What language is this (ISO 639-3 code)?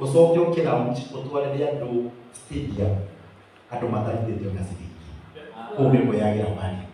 kik